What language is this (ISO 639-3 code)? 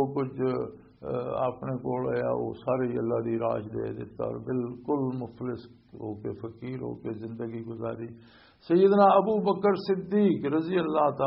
lah